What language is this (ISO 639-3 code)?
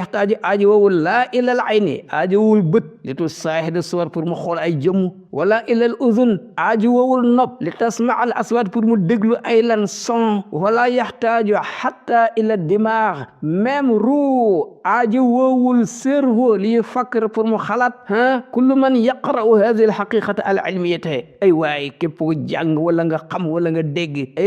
wol